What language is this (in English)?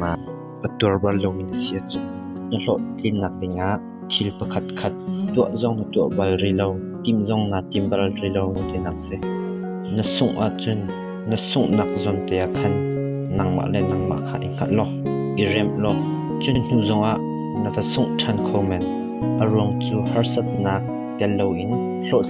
Hakha Chin